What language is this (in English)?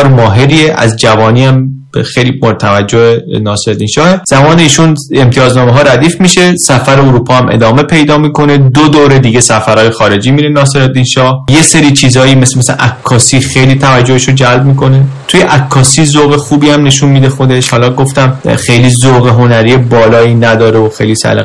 Persian